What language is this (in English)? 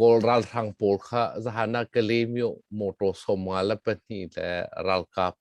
Hakha Chin